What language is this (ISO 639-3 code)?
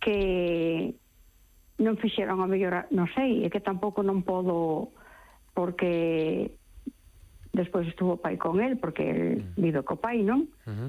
glg